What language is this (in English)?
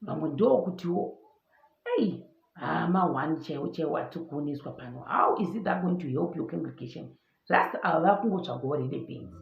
Shona